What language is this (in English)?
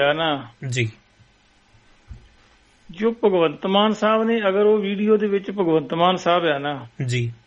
Punjabi